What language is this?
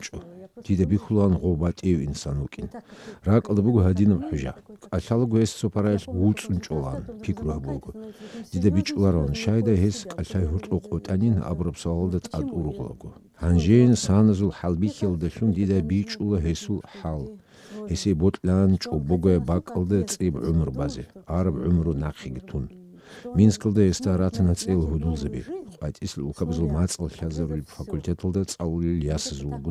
Avaric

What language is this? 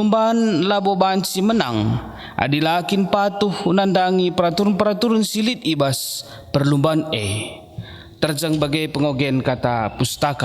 Batak Karo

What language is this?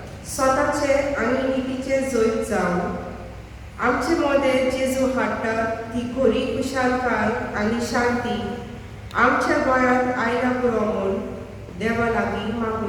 Konkani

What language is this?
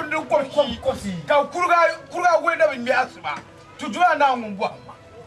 Dagbani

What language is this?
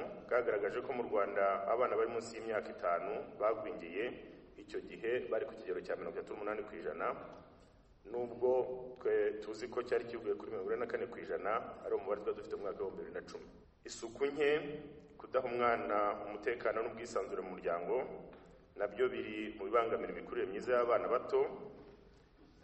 Kinyarwanda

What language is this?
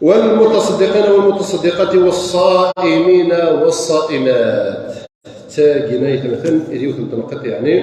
Kabyle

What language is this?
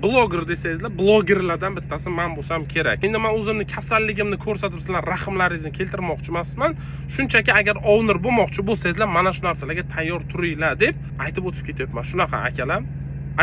Uzbek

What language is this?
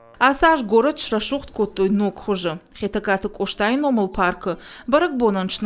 Ossetic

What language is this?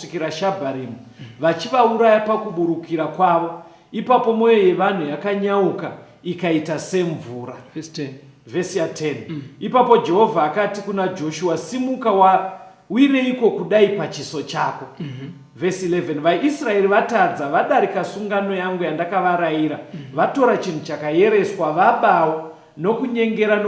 Shona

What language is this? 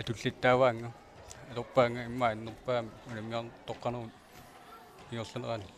Kalaallisut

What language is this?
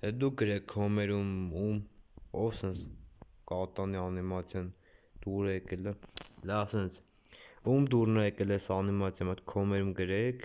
Armenian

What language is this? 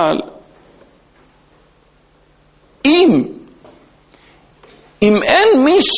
Hebrew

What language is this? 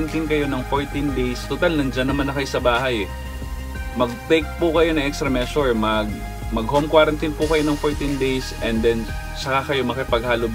Filipino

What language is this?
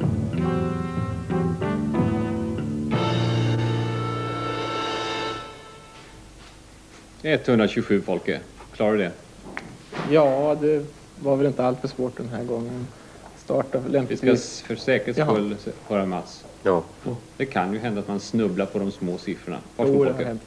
Swedish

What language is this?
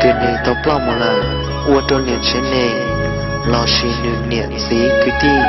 Hmong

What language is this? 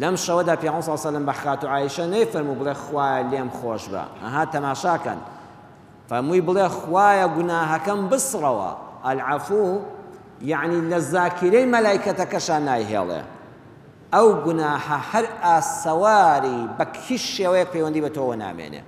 Central Kurdish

